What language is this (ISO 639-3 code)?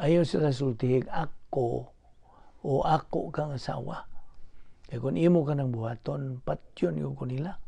ceb